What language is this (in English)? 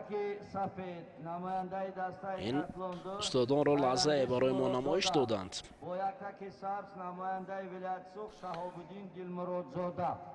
Tajik